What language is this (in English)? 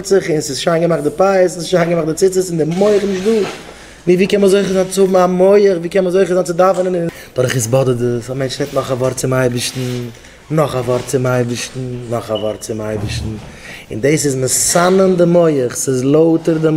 Yiddish